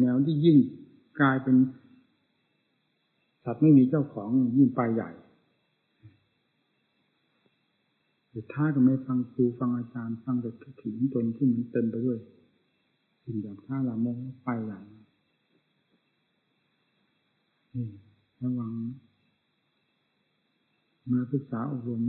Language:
Thai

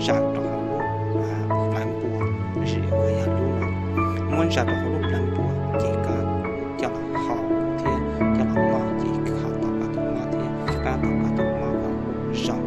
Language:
Hmong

